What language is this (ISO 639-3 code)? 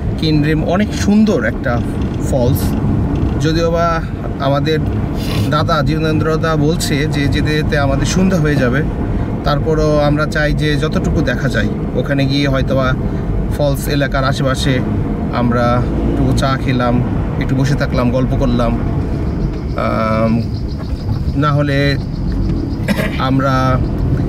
ben